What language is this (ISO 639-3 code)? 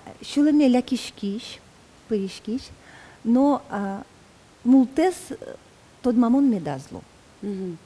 udm